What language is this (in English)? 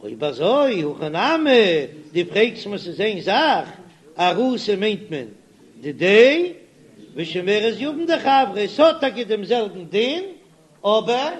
Yiddish